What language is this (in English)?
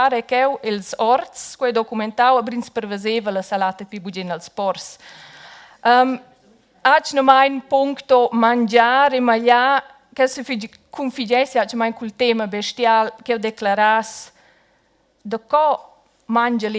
Romansh